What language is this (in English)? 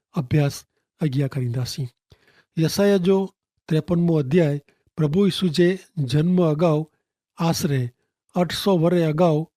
Kachhi